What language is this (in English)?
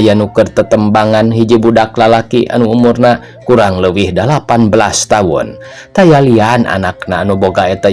Sundanese